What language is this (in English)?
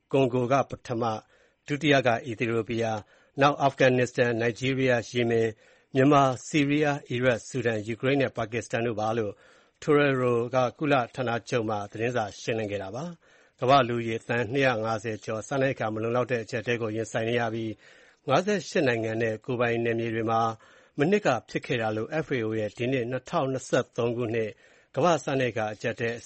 Burmese